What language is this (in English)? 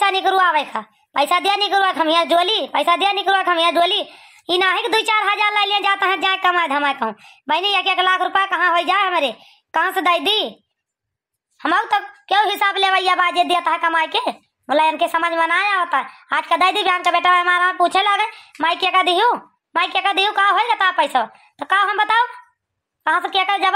Awadhi